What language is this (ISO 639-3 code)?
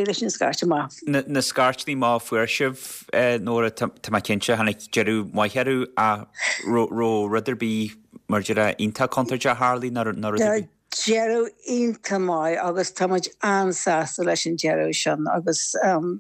gle